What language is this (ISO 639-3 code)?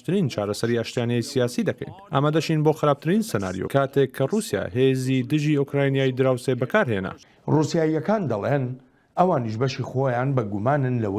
ckb